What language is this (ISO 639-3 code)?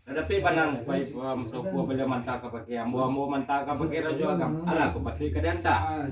min